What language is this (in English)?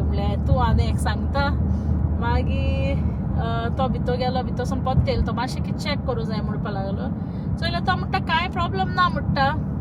Konkani